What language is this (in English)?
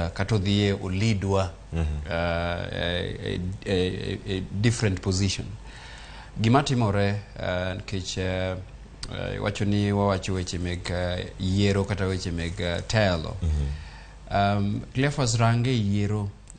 Luo (Kenya and Tanzania)